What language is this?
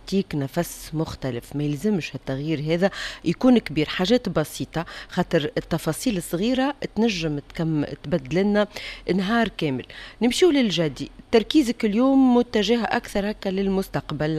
Tunisian Arabic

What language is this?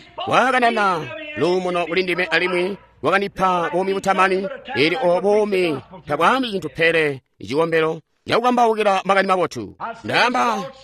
Tonga (Zambia)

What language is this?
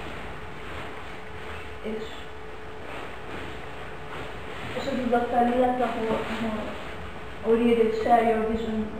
Hungarian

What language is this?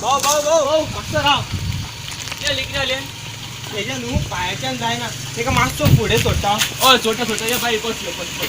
Konkani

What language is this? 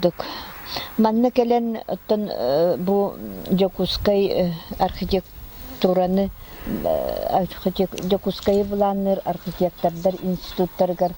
Yakut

